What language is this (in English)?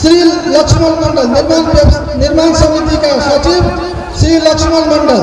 Maithili